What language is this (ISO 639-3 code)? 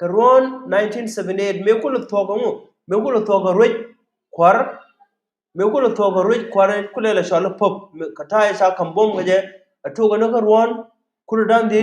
nus